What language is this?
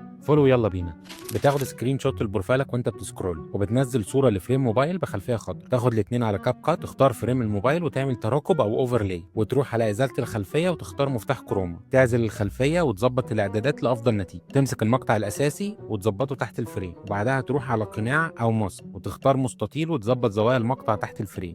Egyptian Arabic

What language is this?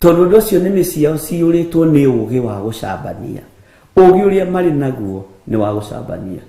Kikuyu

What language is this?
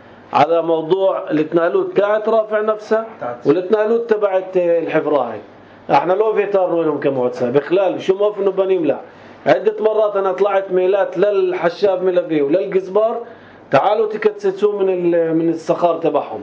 North Levantine Arabic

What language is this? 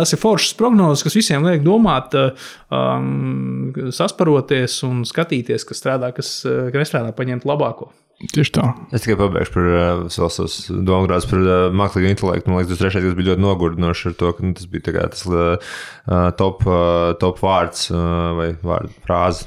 Latvian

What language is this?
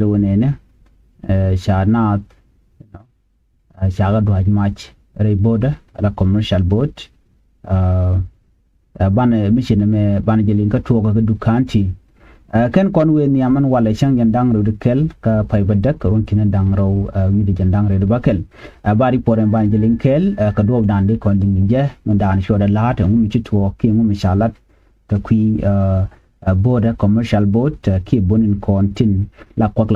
Nuer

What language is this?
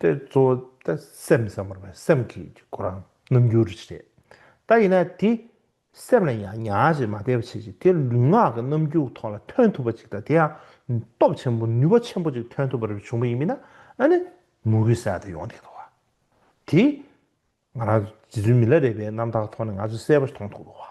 Tibetan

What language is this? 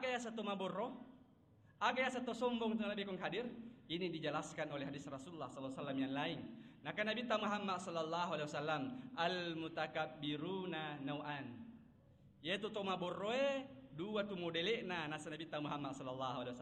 Buginese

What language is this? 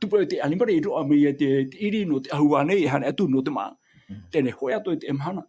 Tahitian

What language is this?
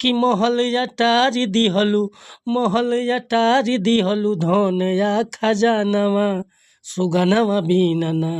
Bhojpuri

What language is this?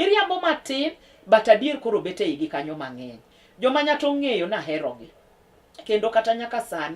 Luo (Kenya and Tanzania)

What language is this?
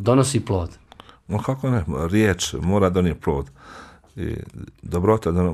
Bosnian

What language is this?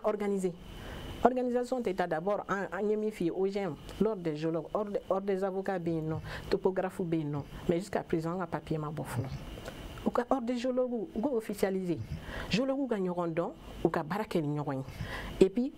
Bambara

